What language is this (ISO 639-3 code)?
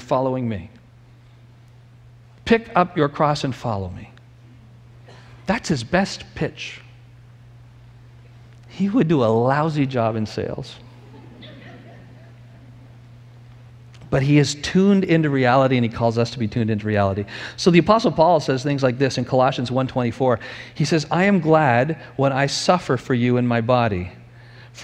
eng